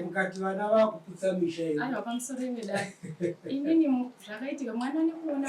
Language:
Shona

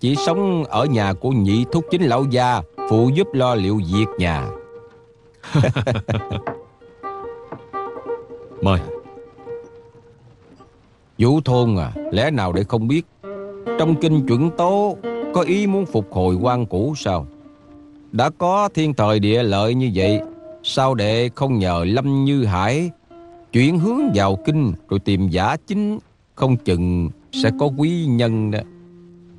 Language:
Vietnamese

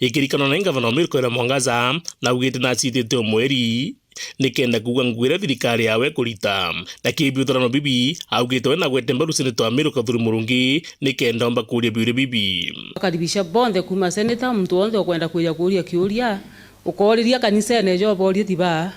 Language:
Meru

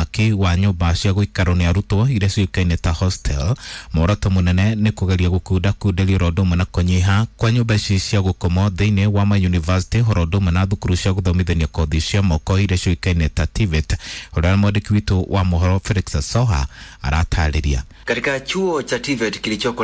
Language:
Kikuyu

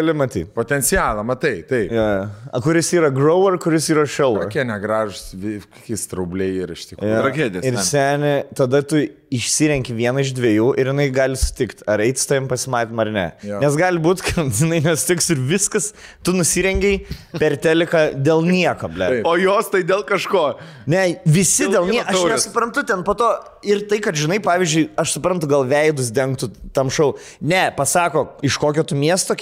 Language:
Lithuanian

